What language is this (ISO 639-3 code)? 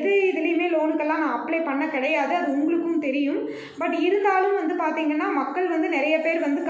tam